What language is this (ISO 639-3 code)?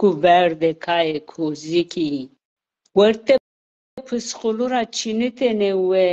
zza